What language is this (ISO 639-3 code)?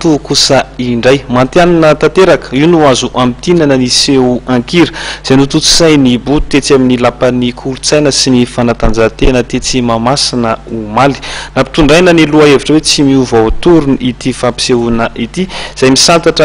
mlg